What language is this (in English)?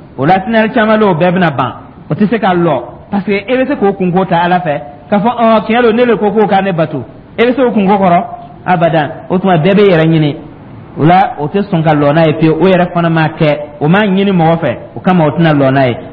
Dyula